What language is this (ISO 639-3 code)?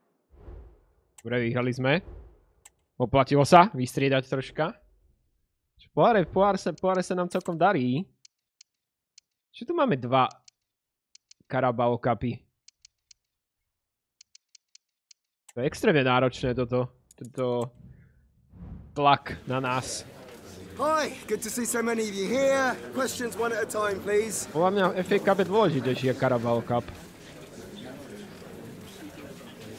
slk